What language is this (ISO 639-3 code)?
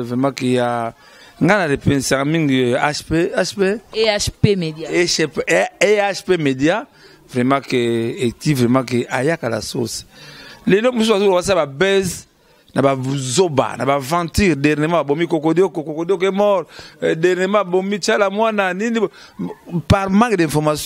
lin